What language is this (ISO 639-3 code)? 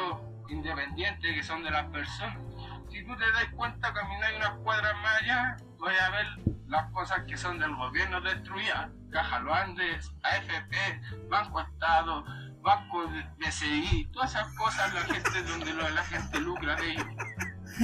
spa